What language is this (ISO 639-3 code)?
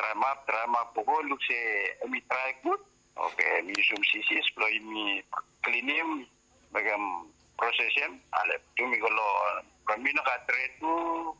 bis